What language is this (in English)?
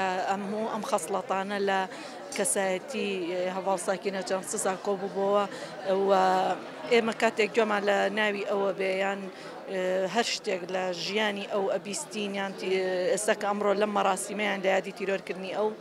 Central Kurdish